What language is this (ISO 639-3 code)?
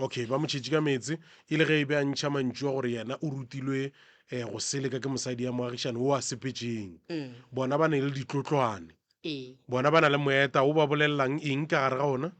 nso